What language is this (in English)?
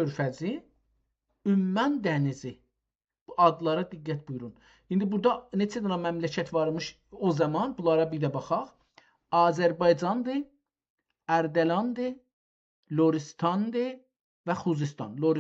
South Azerbaijani